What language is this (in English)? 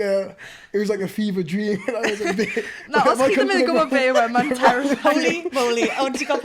Welsh